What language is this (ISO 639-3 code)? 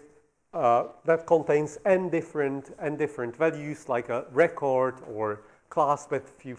eng